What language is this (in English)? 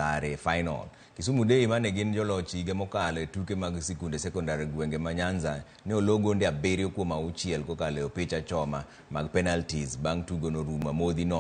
Luo (Kenya and Tanzania)